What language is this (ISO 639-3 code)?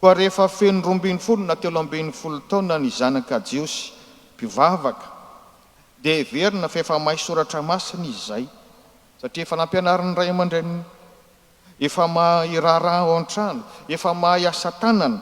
mlg